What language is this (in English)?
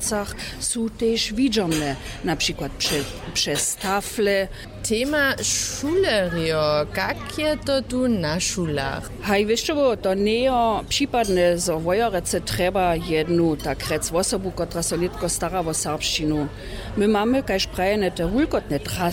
Upper Sorbian